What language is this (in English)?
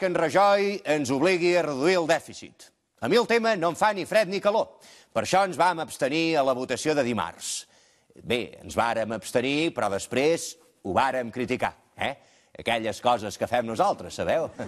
Catalan